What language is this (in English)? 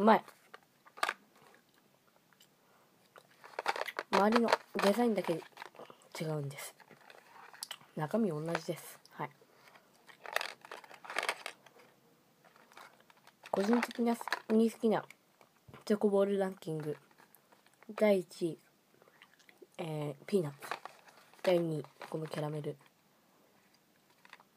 Japanese